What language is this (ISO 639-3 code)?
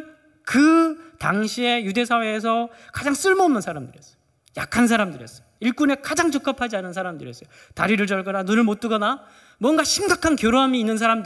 kor